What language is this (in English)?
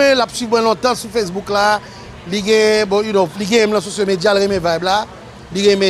Haitian Creole